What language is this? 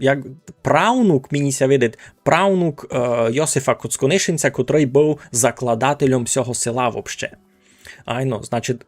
Rusyn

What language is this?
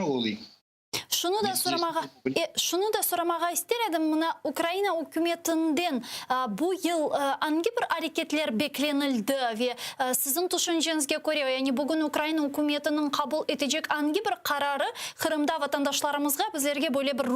Crimean Tatar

